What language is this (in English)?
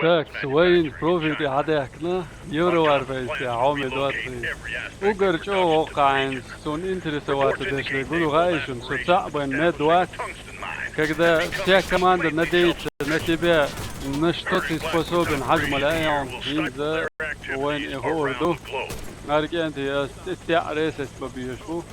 Chechen